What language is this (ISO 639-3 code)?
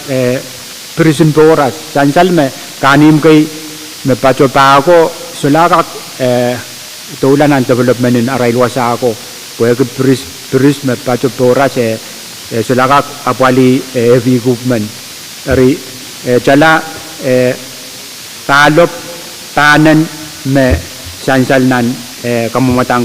pon